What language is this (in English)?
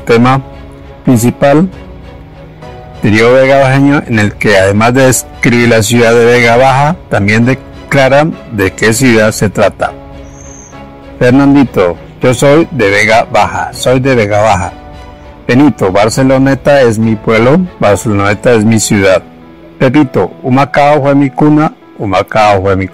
Spanish